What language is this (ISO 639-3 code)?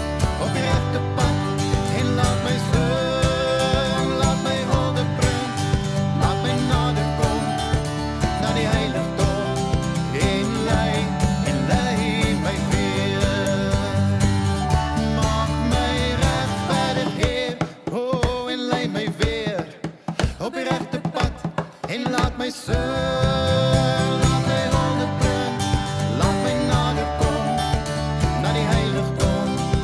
afr